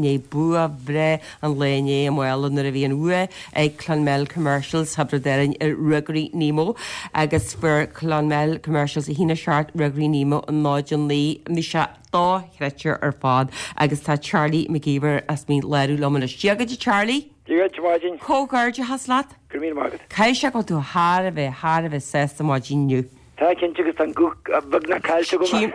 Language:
Irish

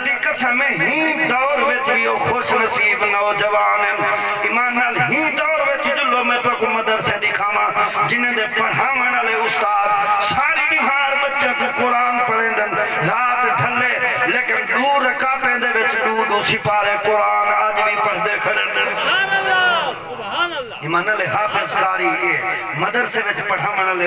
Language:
Saraiki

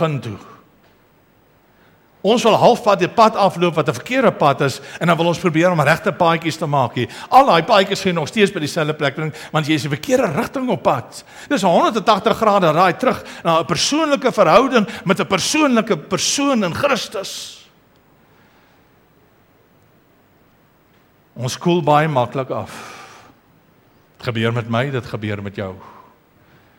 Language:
Afrikaans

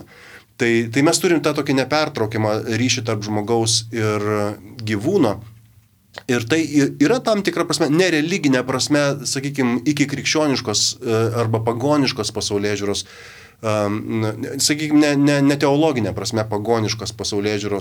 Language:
Lithuanian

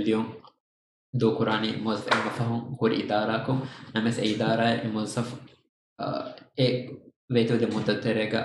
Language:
Divehi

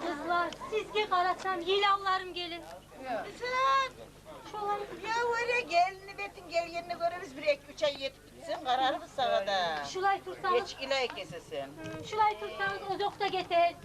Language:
Kumyk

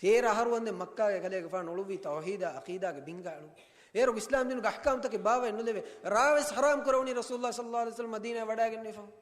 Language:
Divehi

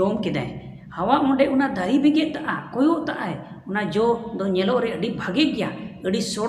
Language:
Santali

